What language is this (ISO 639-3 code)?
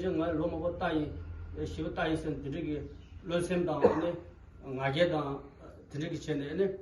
bod